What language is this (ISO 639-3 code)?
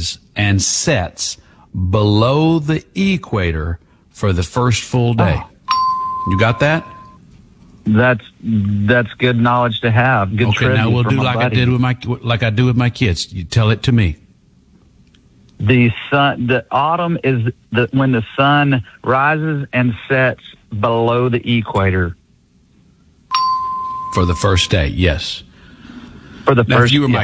eng